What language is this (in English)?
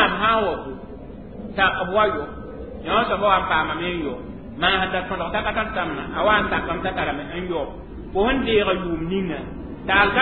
Mossi